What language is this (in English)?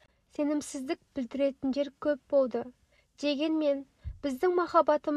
Kazakh